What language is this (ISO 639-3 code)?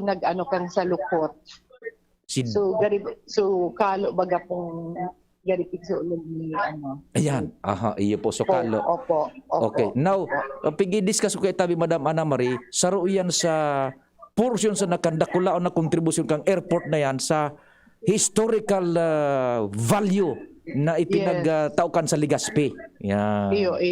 bik